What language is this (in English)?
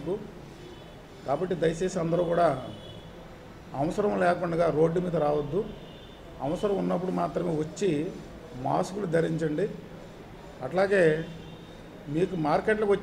Telugu